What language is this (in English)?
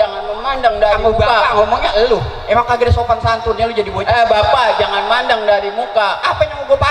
Betawi